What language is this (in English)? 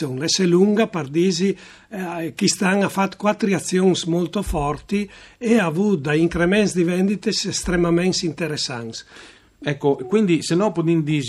Friulian